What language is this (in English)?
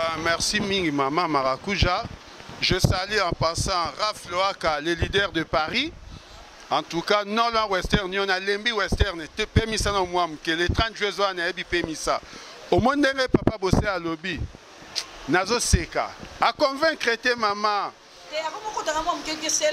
Lingala